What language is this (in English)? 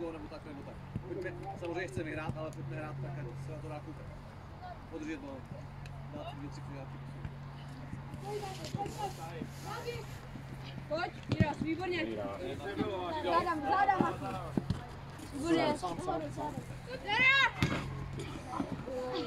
Czech